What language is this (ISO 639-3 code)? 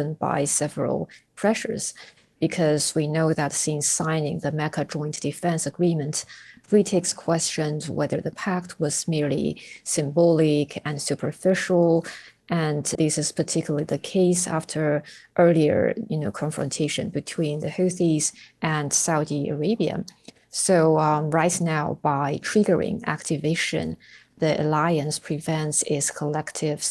eng